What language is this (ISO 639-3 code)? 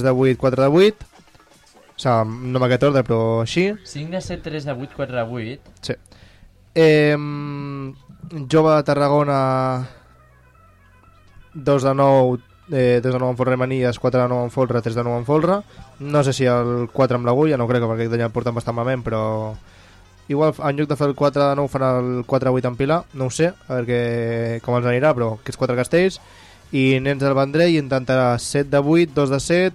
cat